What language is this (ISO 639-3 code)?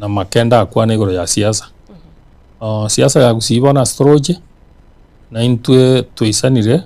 guz